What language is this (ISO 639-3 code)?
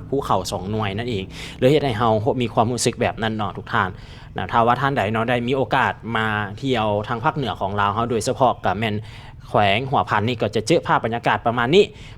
lao